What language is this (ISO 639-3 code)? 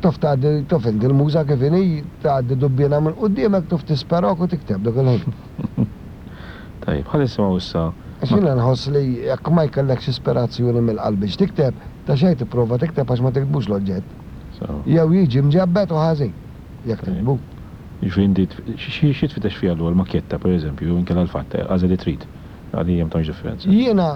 mlt